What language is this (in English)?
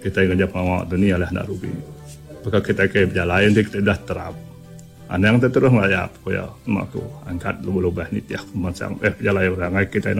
Iban